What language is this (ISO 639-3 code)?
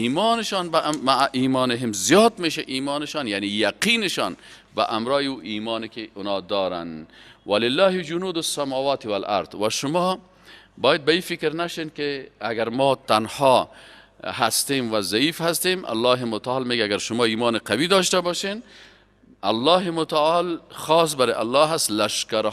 fas